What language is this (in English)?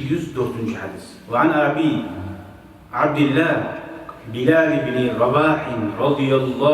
Kumyk